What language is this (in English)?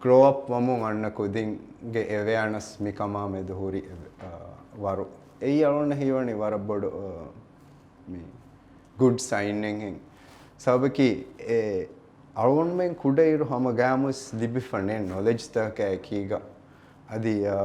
Divehi